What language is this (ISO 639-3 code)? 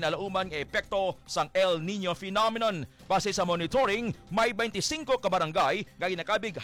hil